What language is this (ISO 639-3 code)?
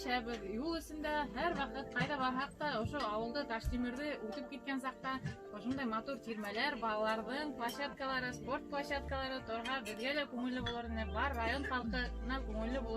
bak